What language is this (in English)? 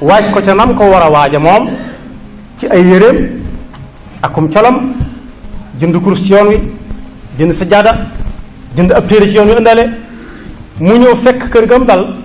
Wolof